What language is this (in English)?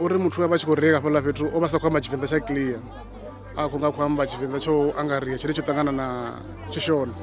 Venda